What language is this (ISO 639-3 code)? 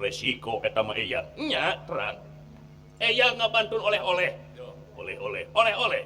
sun